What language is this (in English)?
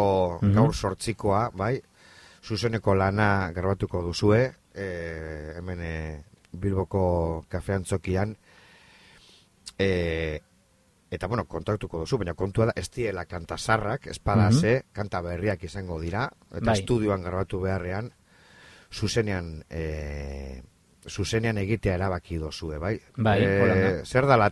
Basque